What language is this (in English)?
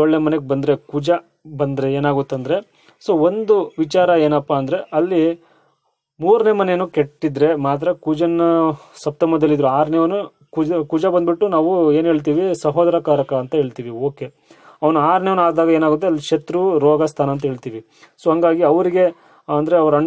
Kannada